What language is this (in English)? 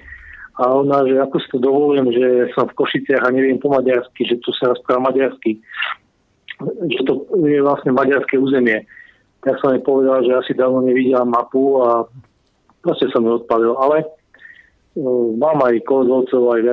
Slovak